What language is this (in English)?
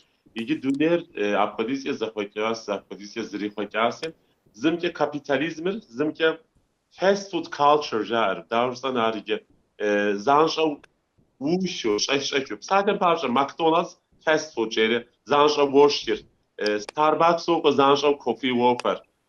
Kabardian